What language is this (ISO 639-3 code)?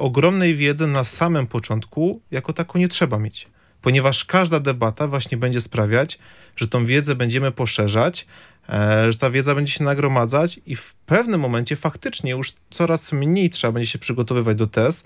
pol